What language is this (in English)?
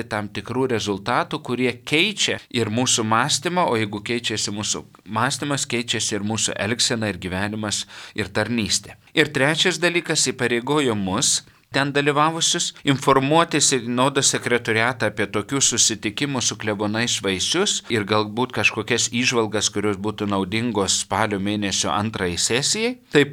Lithuanian